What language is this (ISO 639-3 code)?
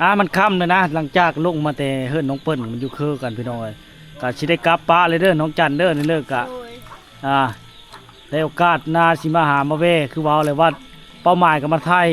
lao